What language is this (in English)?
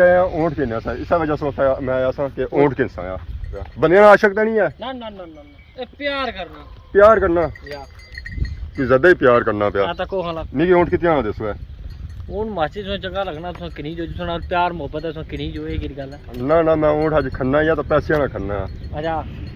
Pahari-Potwari